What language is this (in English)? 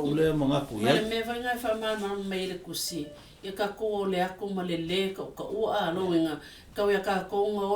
Samoan